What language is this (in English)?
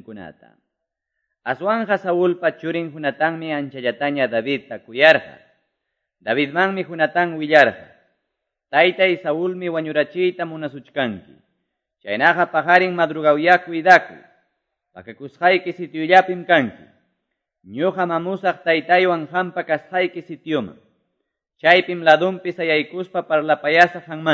Quechua